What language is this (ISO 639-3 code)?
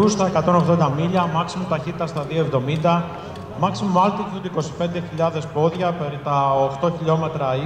ell